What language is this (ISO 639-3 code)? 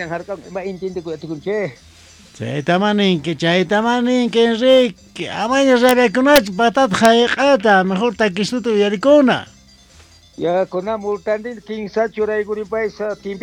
quh